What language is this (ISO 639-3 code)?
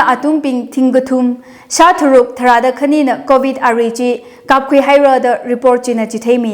nmf